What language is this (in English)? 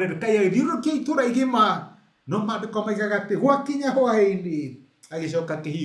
Kikuyu